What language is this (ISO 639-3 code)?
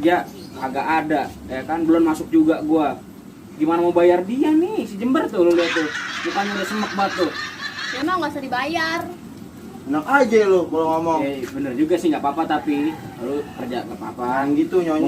bew